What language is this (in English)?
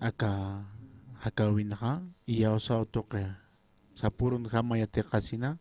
Aymara